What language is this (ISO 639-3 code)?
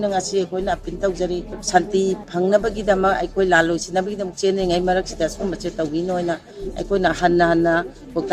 mni